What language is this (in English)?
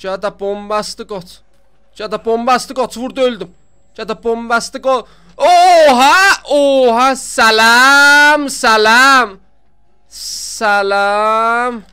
South Azerbaijani